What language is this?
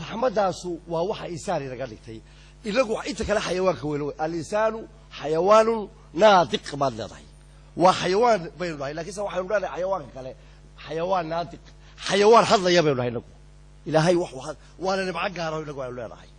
Somali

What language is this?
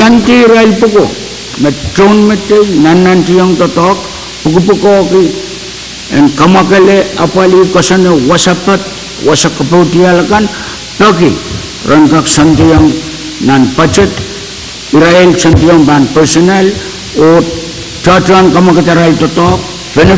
Pohnpeian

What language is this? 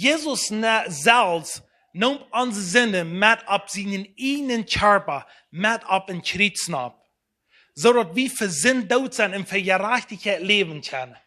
Plautdietsch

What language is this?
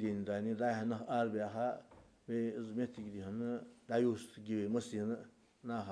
Ingush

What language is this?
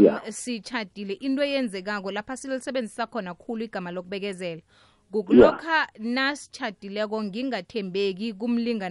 South Ndebele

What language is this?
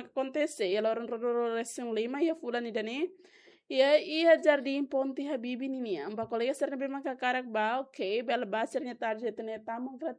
Tetum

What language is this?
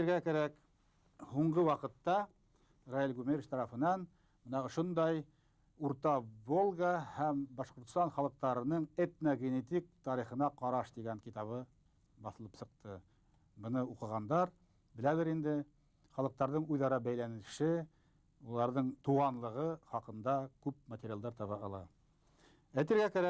Bashkir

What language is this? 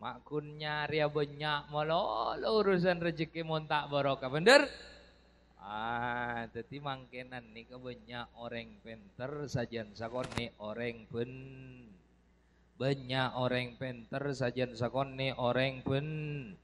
Madurese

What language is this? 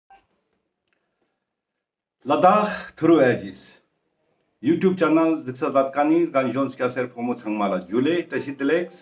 Ladakhi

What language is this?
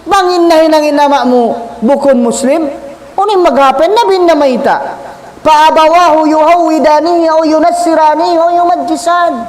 Tausug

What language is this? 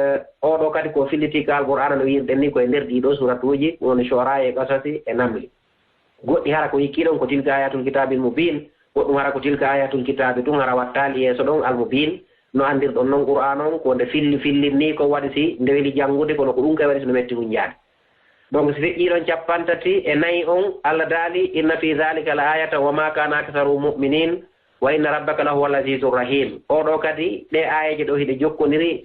Fula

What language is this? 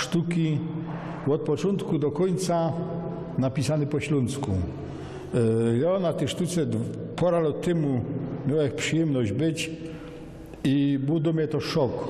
Silesian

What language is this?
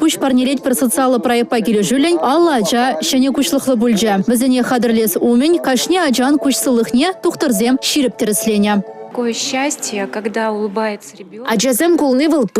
Chuvash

